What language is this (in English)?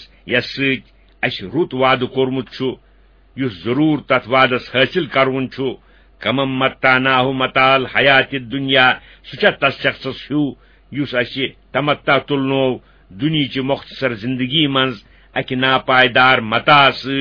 Kashmiri